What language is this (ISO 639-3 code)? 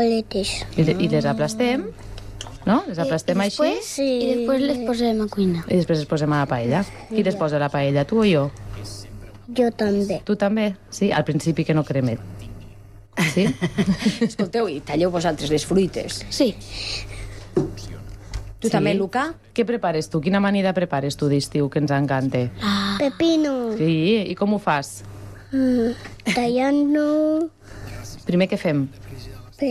cat